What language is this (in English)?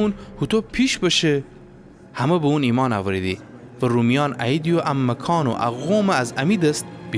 Gilaki